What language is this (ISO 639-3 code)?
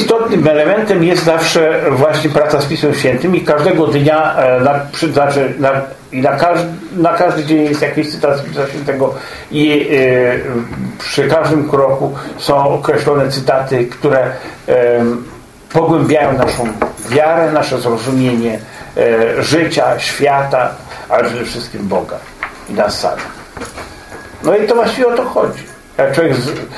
pol